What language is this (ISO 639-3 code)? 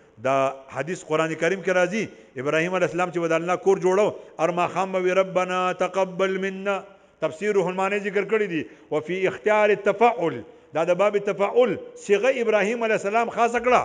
pus